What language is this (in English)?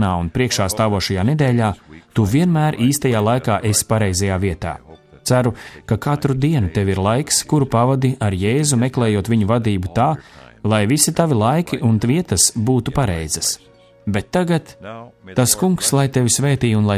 Latvian